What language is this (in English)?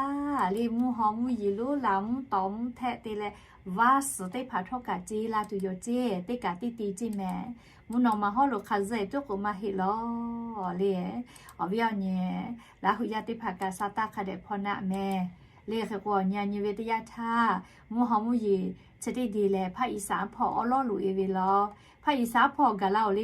Lahu